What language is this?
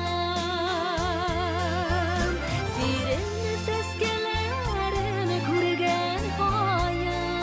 Bashkir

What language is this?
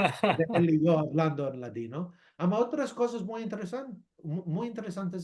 Ladino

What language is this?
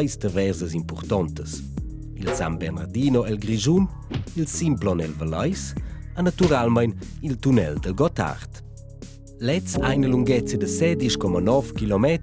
Romansh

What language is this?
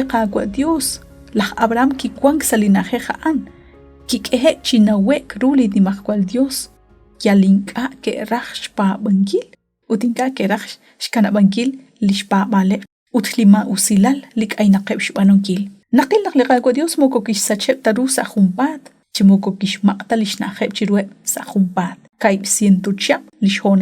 Kekchí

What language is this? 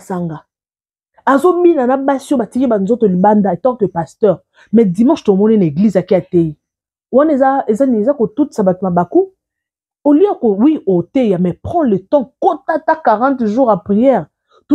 Lingala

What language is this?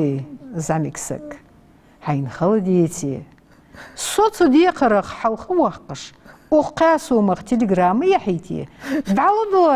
Ingush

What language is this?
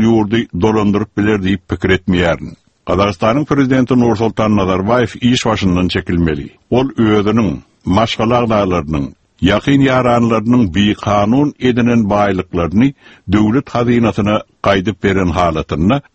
Turkmen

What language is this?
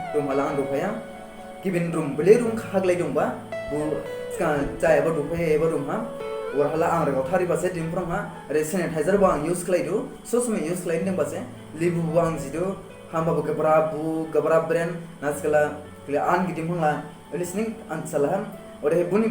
Dimasa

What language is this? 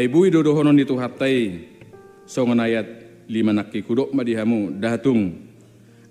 Batak Toba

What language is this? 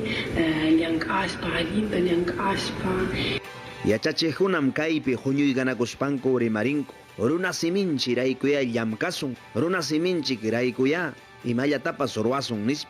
Ayacucho Quechua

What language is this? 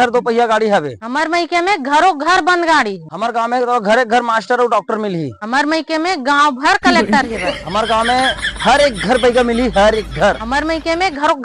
Chhattisgarhi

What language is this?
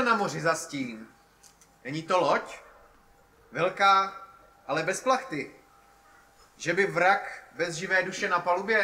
Czech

